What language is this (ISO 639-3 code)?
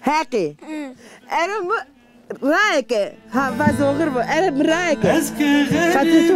zza